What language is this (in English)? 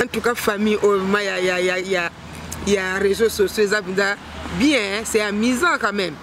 Lingala